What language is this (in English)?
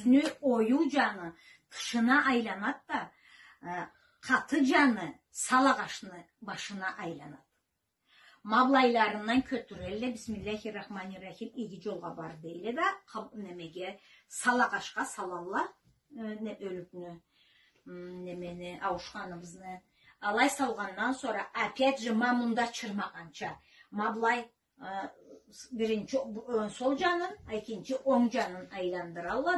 Karachay-Balkar